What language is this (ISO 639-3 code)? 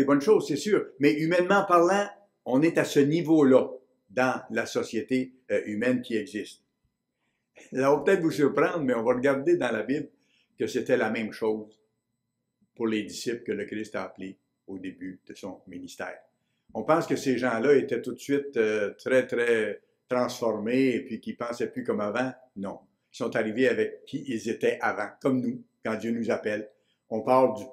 fra